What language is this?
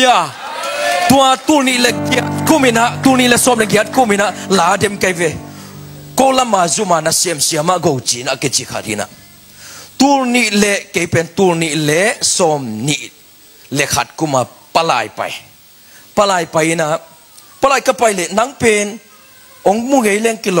Tedim Chin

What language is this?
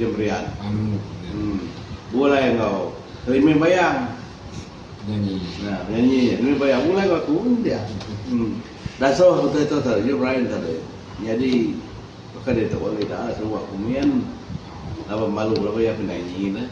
Iban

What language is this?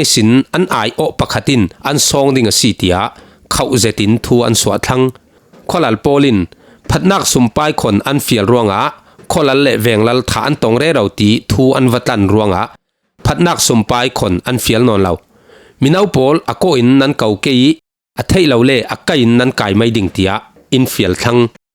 Falam Chin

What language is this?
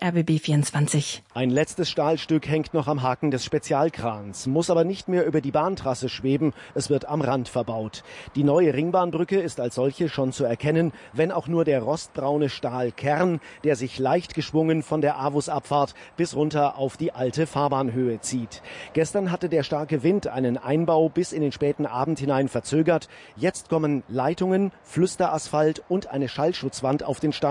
German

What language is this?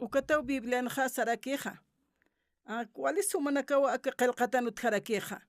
Aymara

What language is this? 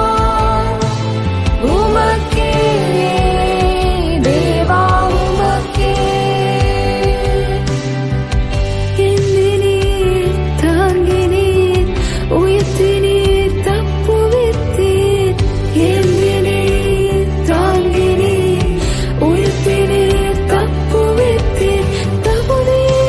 Tamil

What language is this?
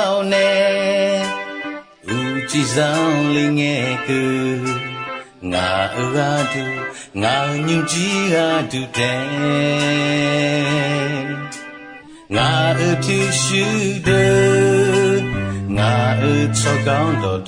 Akha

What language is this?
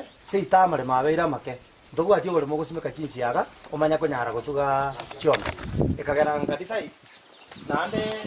Gusii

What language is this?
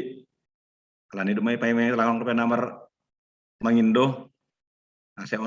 Batak Simalungun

